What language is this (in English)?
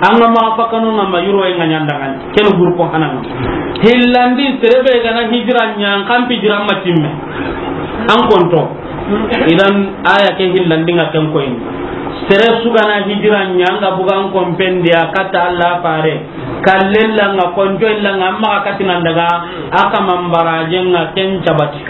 Soninke